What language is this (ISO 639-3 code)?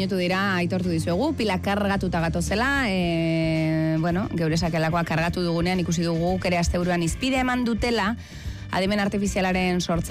eus